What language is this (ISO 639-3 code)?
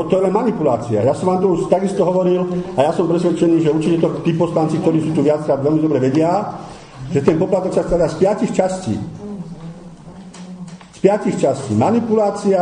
slk